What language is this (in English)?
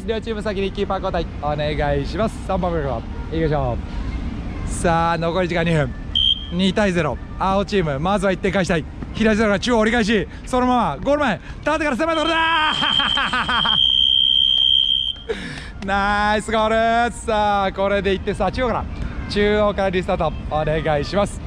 Japanese